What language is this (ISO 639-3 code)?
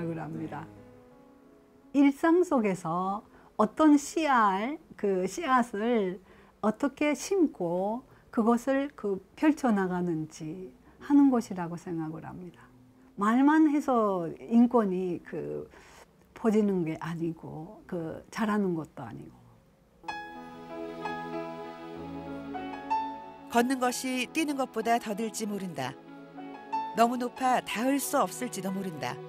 kor